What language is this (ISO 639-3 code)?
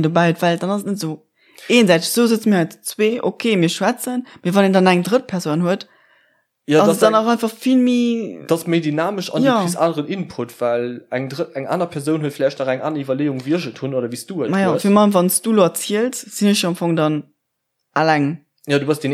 ltz